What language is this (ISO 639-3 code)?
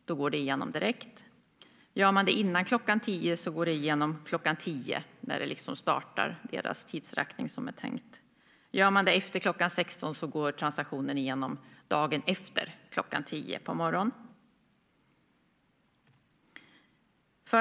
swe